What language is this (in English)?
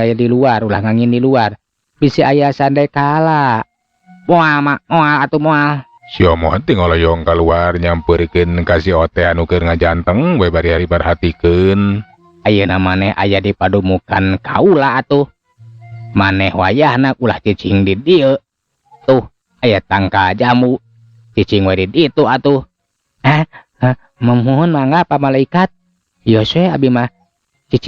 Sundanese